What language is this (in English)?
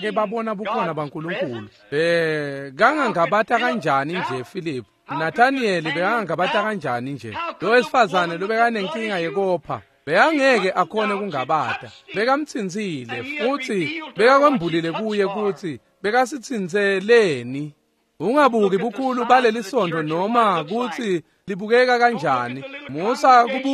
Swati